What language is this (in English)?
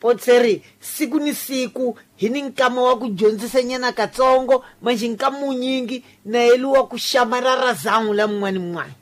Tsonga